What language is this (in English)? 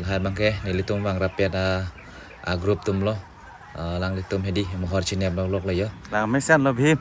Karbi